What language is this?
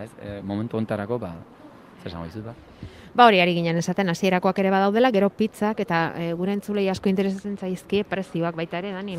Basque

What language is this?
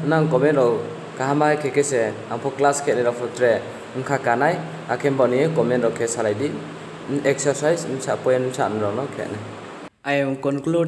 Riang (India)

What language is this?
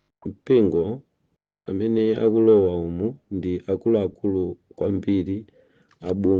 Nyanja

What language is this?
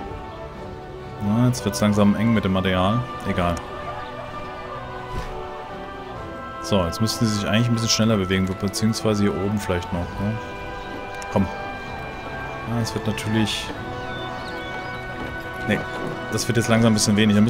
German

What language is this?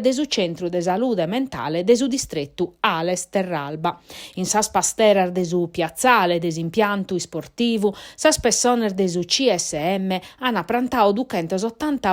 Sardinian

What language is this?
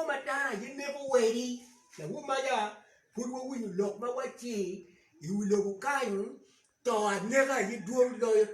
Acoli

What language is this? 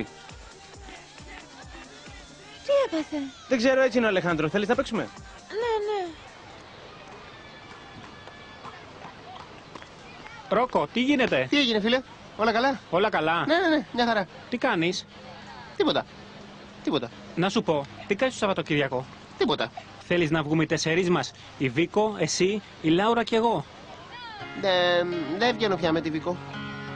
Greek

